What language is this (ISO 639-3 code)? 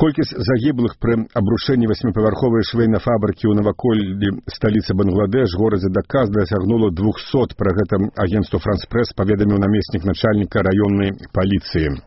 bel